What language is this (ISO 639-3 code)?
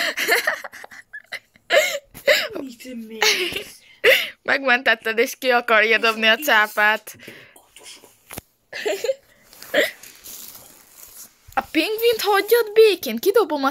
hun